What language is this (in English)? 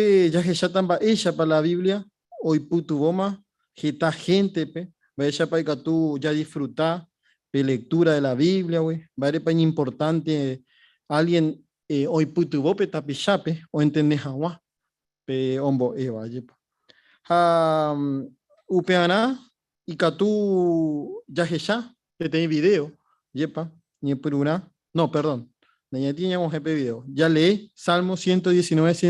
Guarani